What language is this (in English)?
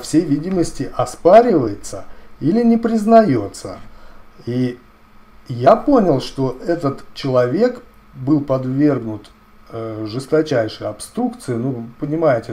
Russian